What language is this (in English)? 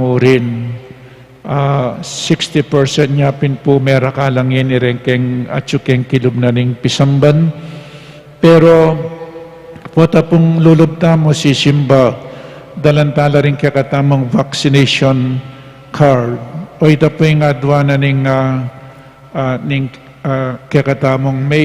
Pampanga